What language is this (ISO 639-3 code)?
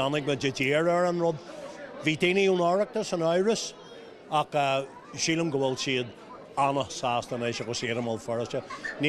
gle